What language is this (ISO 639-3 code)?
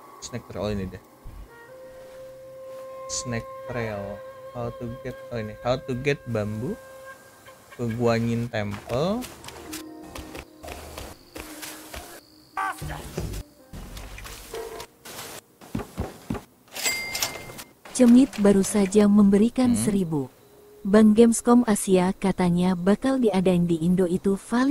ind